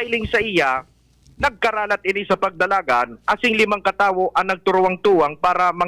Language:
Bikol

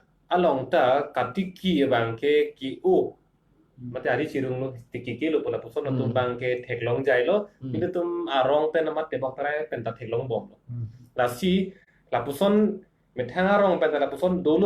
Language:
Karbi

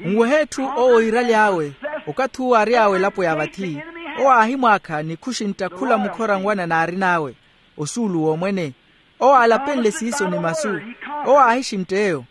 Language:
Makhuwa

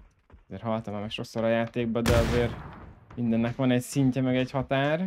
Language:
Hungarian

